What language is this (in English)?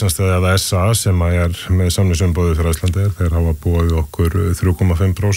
Icelandic